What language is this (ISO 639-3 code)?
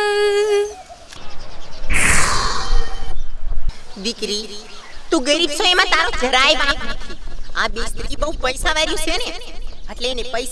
guj